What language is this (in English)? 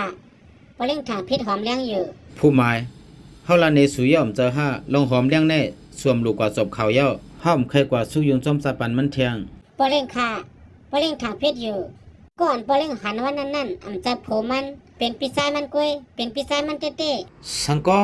Shan